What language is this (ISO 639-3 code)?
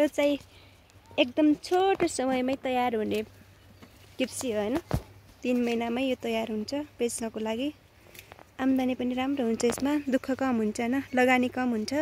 nep